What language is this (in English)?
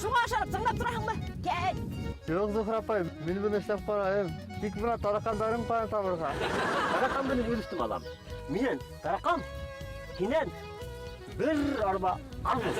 Bashkir